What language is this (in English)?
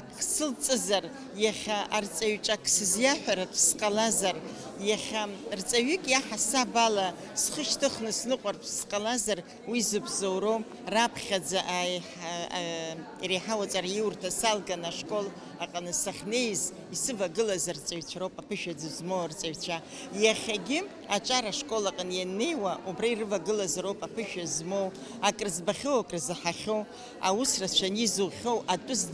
Abkhazian